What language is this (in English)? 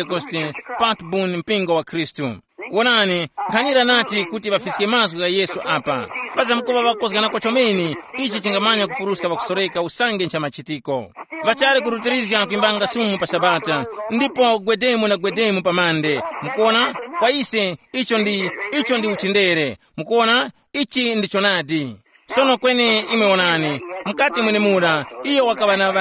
Tumbuka